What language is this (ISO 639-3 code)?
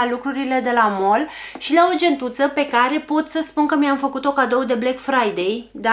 ron